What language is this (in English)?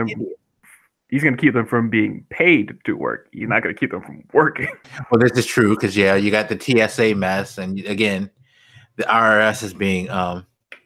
English